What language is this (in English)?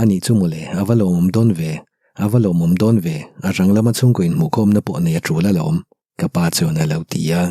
Mizo